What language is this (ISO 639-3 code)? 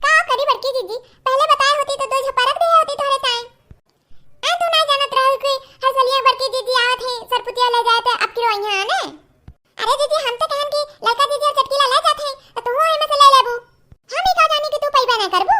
awa